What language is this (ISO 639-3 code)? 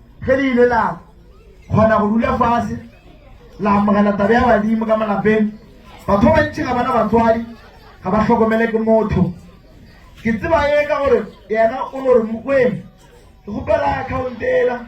nso